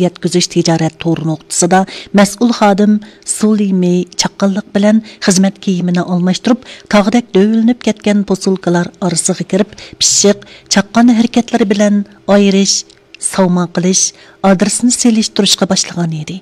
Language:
Uyghur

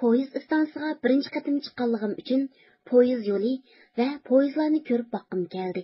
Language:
Uyghur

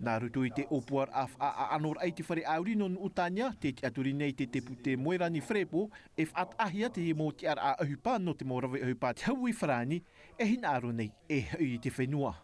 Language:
Tahitian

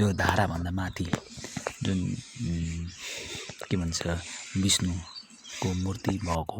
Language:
Nepali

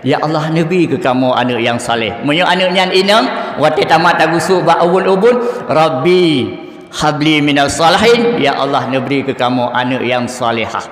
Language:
Achinese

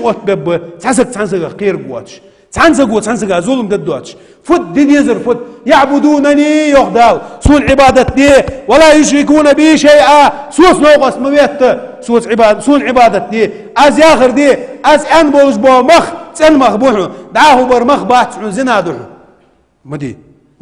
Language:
Ingush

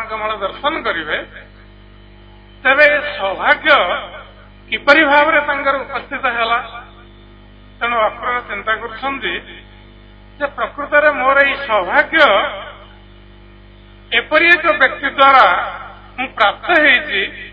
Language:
Odia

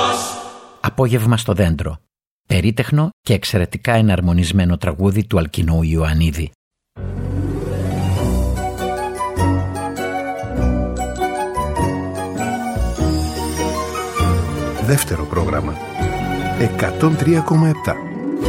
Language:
Greek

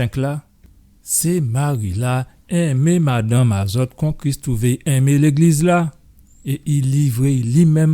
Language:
Guadeloupean Creole French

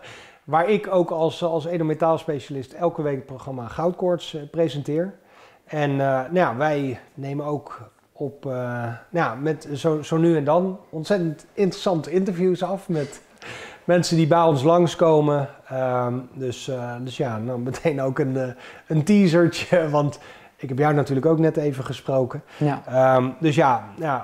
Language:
Dutch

